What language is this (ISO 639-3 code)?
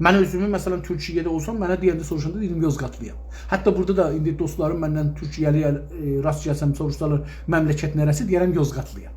azb